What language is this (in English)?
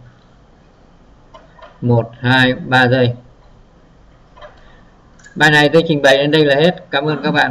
Vietnamese